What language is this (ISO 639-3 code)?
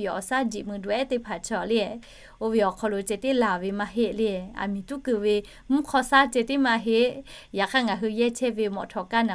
lhu